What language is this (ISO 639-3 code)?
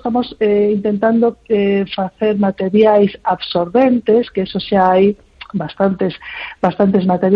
glg